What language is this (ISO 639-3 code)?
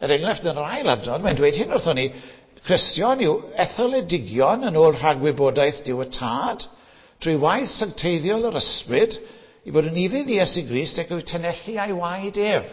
cym